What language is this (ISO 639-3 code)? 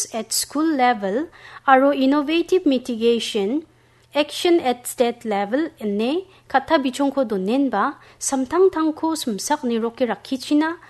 grt